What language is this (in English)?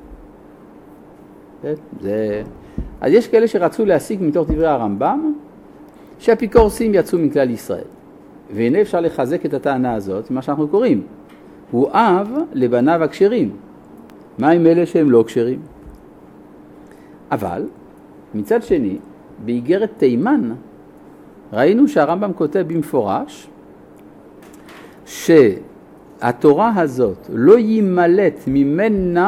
Hebrew